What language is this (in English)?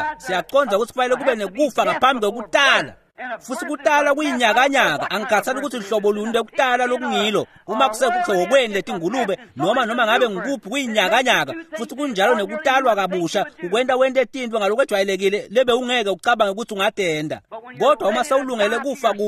Swati